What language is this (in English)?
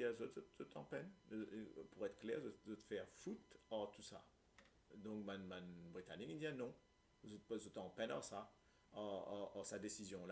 Morisyen